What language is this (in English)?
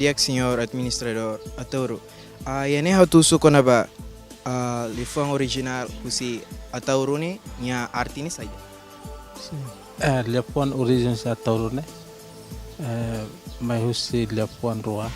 Tetum